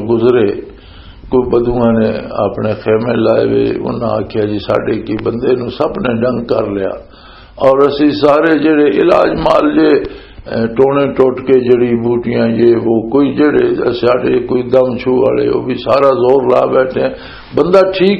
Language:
Western Panjabi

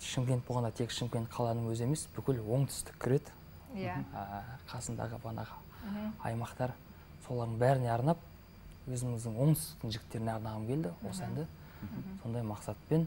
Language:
Kazakh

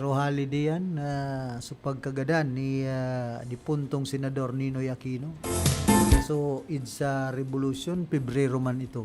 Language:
Bikol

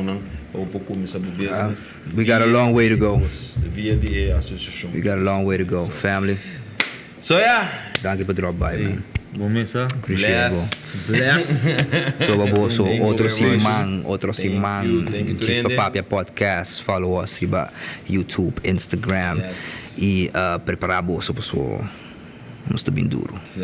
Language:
Papiamento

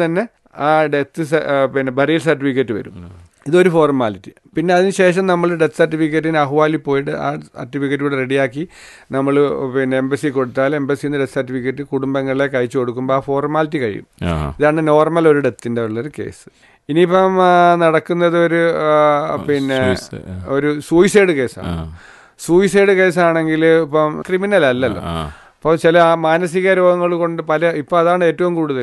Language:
Malayalam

